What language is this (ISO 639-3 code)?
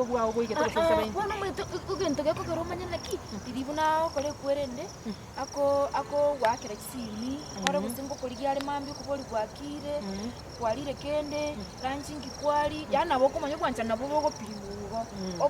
guz